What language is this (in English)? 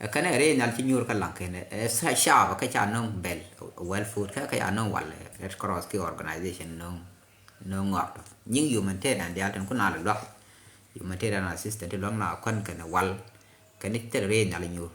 Nuer